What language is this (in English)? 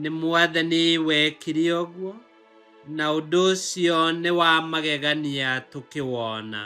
Kikuyu